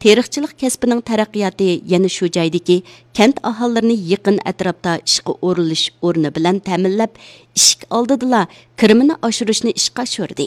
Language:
Uyghur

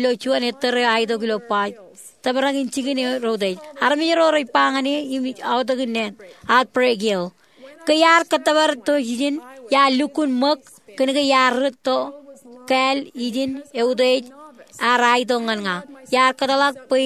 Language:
Marshallese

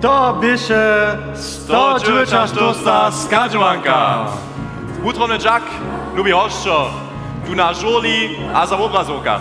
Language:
Upper Sorbian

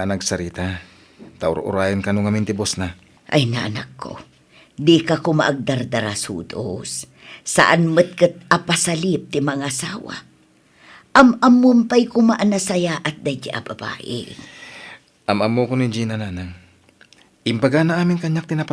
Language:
Iloko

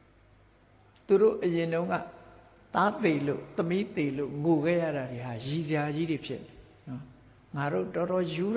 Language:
Burmese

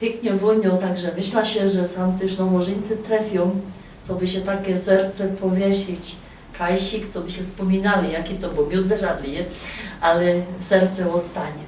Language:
Silesian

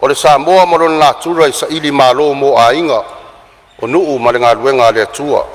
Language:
Samoan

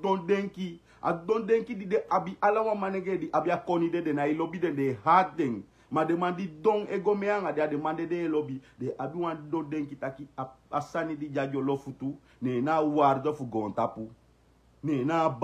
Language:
Sranan Tongo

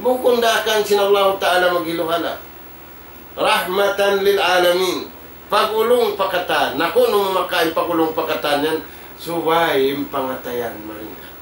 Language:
Tausug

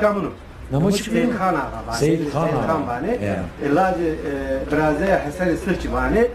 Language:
Zaza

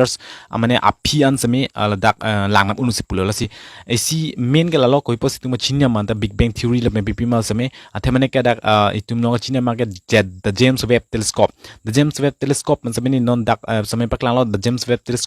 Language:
Karbi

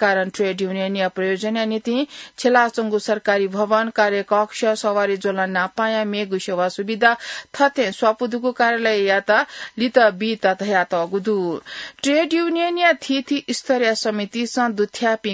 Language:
Newari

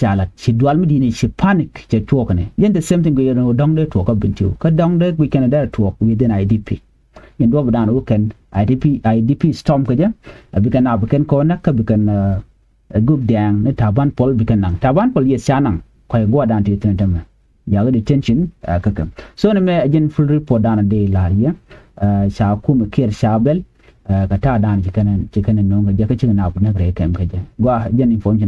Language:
Nuer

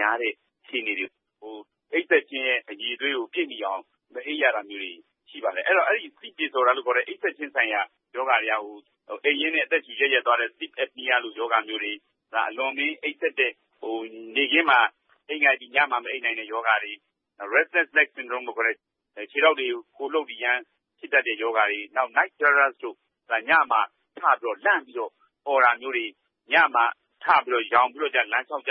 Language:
Burmese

